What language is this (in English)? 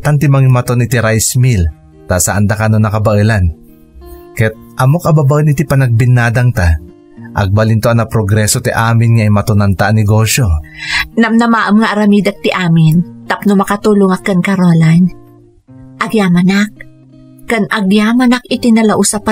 Iloko